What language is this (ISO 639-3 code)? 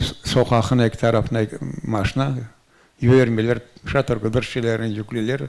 crh